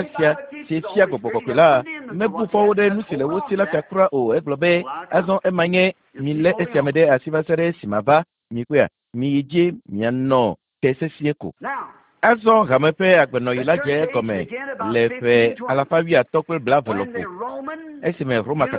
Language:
Ewe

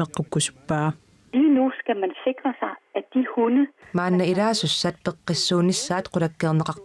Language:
Kalaallisut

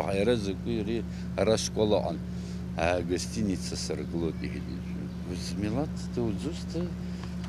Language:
Abkhazian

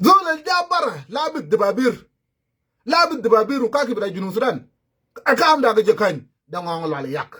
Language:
Nuer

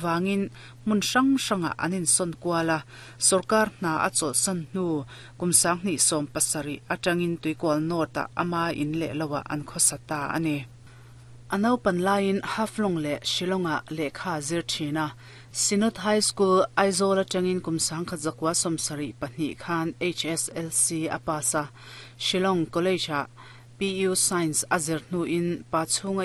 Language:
Mizo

